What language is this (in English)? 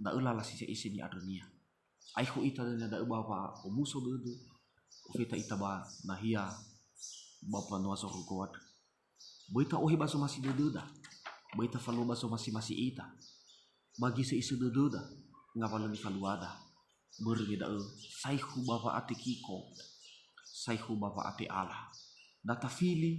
Nias